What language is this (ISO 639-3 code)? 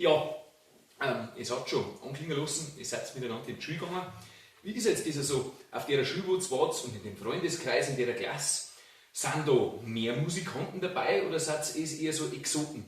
bar